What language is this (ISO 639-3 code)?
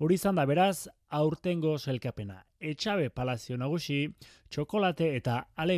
eus